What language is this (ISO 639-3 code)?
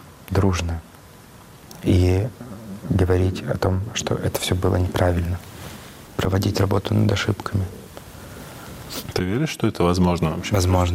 rus